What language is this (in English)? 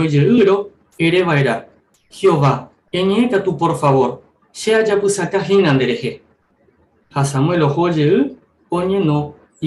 Guarani